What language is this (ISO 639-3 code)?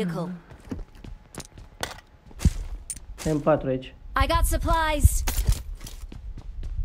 ron